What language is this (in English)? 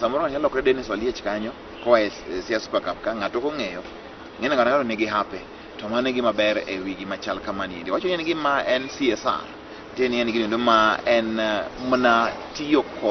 Luo (Kenya and Tanzania)